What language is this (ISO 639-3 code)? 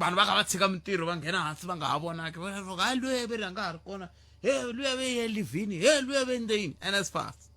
tso